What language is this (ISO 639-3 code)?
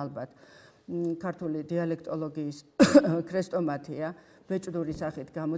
kat